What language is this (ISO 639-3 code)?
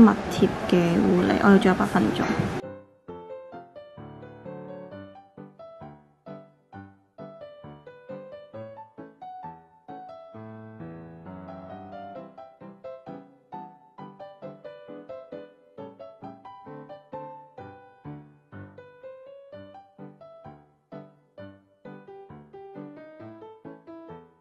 zho